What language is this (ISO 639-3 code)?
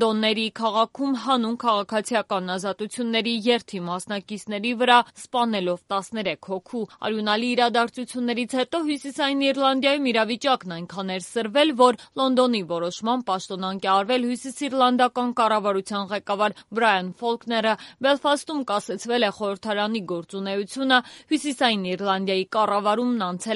hye